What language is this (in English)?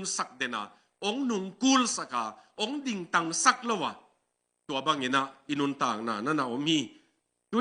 Tedim Chin